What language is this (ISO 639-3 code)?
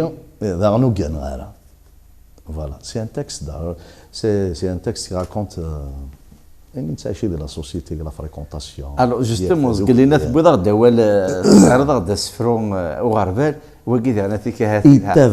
kab